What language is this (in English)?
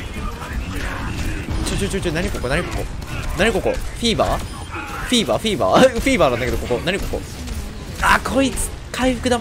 Japanese